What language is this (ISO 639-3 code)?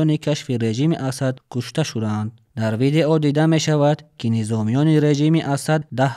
tgk